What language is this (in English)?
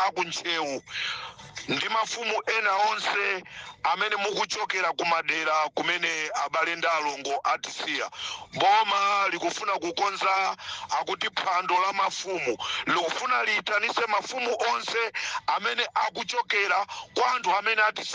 Nyanja